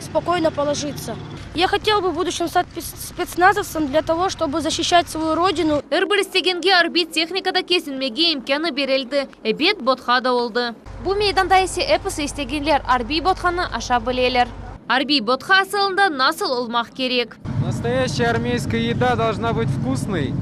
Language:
Crimean Tatar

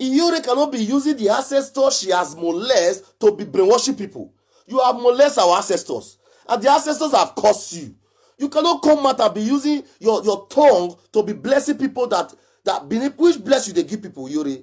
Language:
Nigerian Pidgin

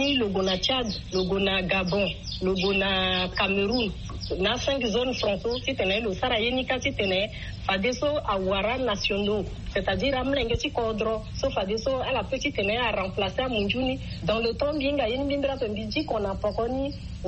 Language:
Sango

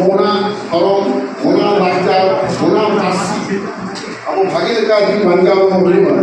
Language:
Santali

